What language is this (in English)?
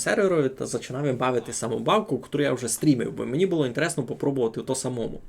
Rusyn